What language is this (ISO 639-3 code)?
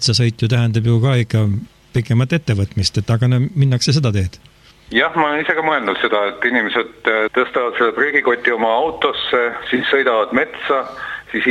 est